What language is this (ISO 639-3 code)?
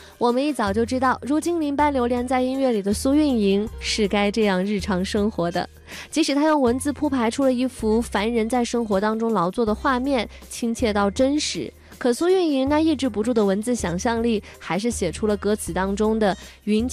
zho